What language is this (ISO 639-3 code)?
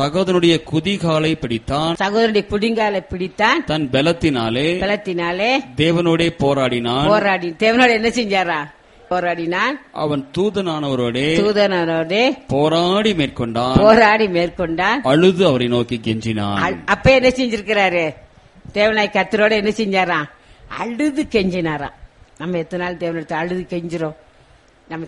tam